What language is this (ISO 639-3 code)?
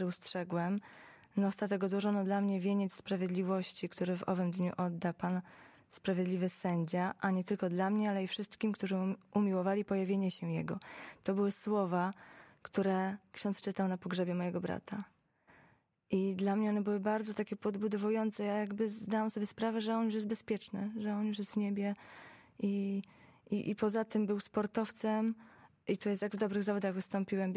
pol